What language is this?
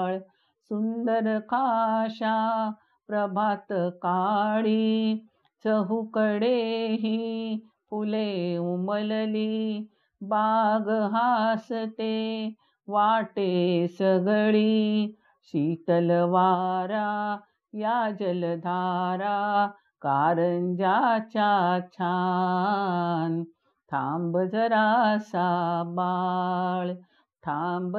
Marathi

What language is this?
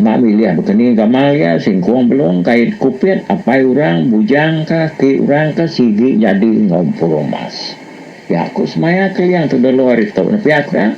Iban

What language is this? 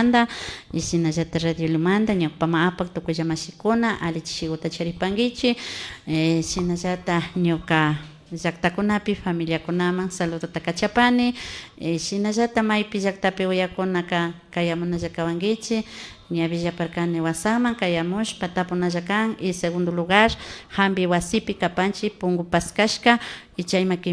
Imbabura Highland Quichua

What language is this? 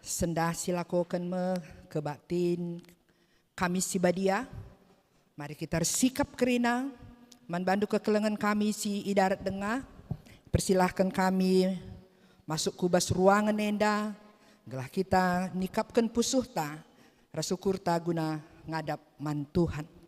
Batak Karo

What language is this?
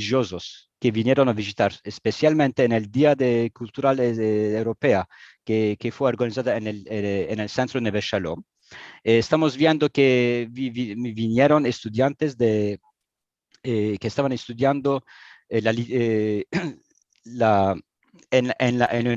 Ladino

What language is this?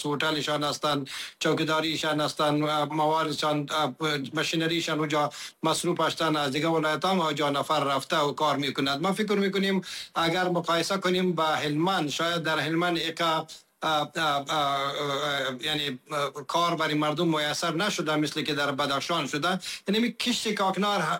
Persian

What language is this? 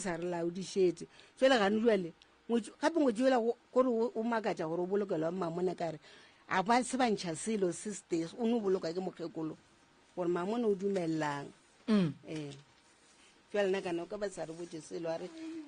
Northern Sotho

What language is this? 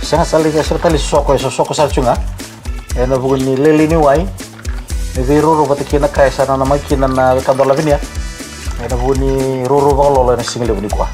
Fijian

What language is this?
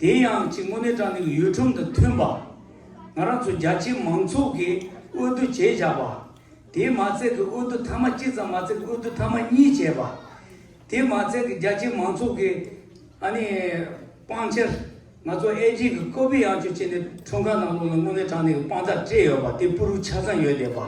Tibetan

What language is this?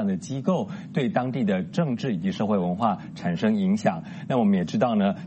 Chinese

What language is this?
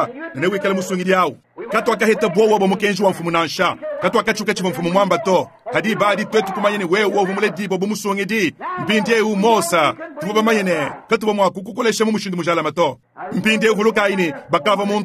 Luba-Lulua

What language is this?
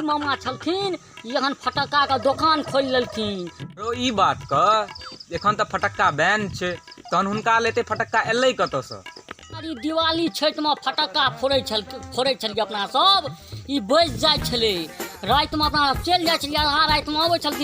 Maithili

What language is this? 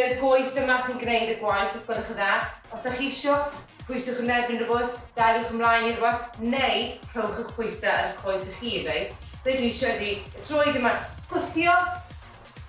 Welsh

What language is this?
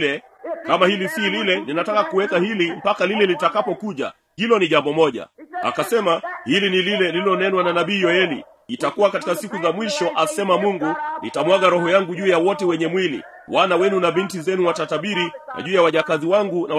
Swahili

